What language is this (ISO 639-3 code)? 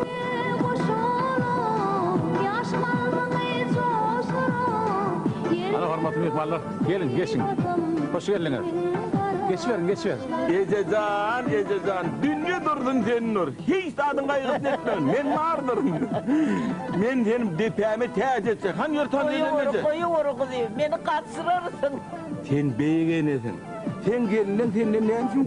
tuk